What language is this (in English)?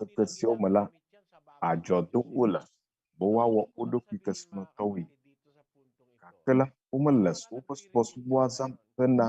Ewe